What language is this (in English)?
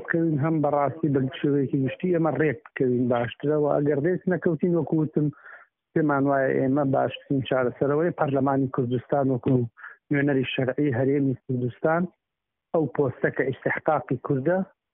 Central Kurdish